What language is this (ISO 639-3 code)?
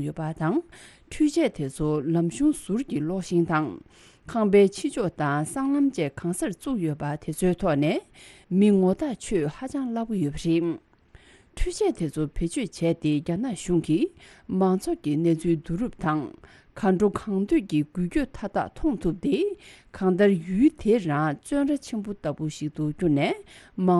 bod